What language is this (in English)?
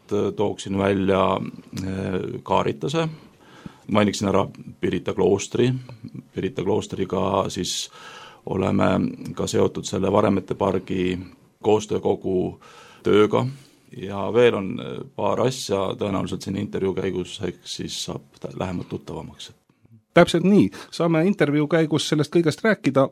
Estonian